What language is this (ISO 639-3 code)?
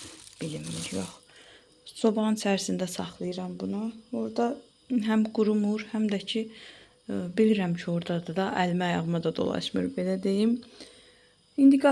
aze